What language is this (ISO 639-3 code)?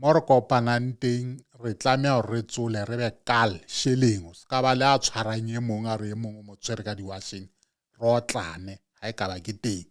sot